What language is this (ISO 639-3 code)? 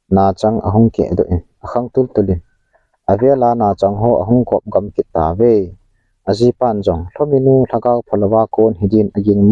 tcz